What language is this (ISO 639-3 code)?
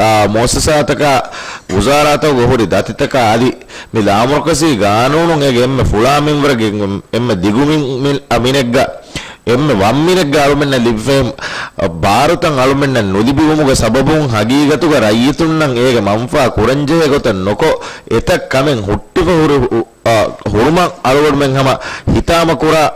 div